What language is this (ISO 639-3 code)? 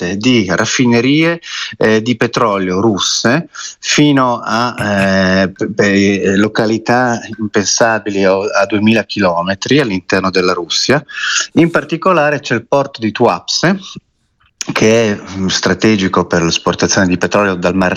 ita